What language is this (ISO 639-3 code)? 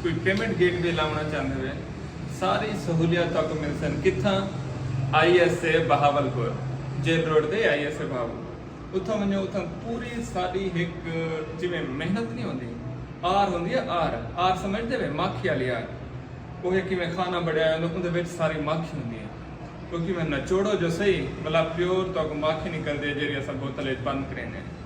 skr